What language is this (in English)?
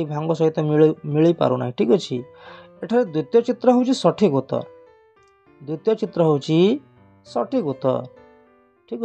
Odia